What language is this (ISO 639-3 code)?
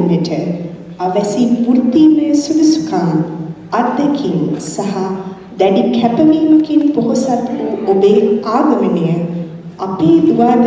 sin